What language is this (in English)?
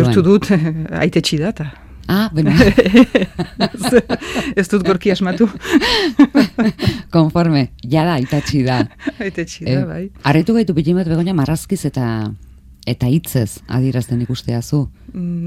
Basque